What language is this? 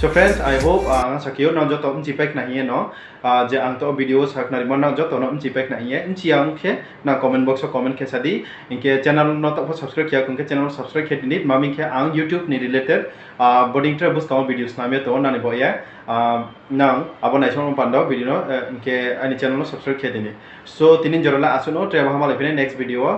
Riang (India)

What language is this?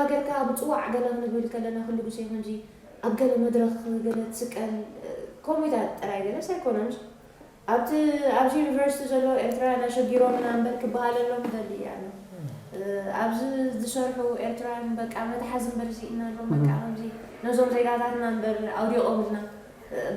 Tigrinya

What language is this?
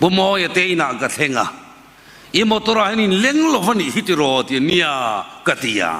Mizo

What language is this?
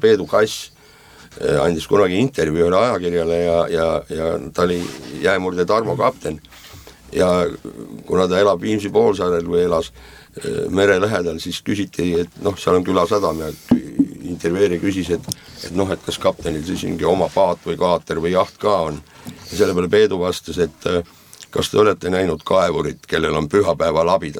Estonian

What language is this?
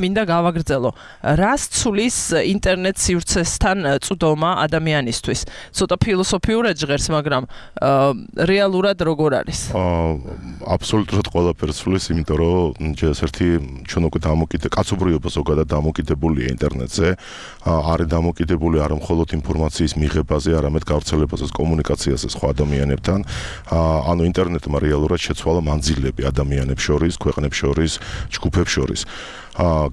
Georgian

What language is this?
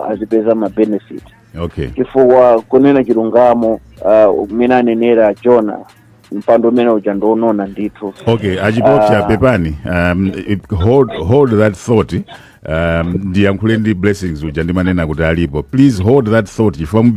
Nyanja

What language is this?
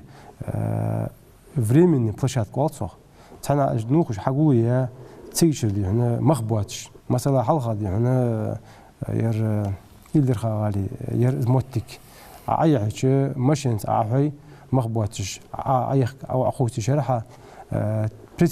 Ingush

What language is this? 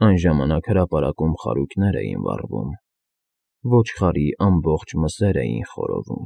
Armenian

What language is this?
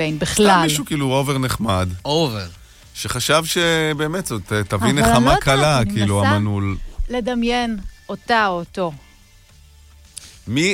Hebrew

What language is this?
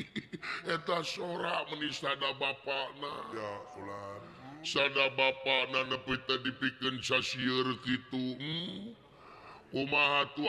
Sundanese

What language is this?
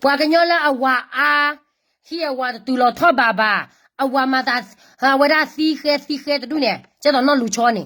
S'gaw Karen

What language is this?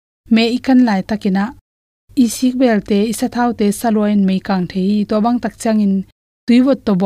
Tedim Chin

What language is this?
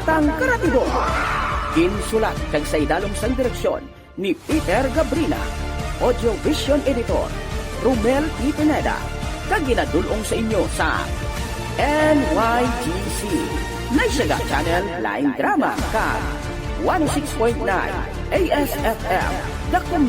Hiligaynon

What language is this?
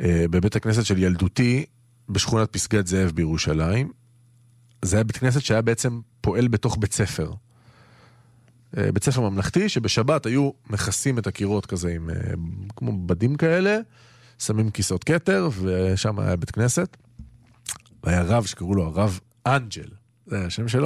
Hebrew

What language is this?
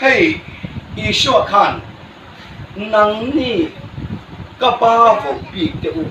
Hmar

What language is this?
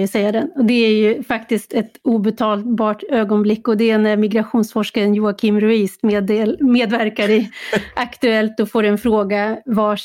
Swedish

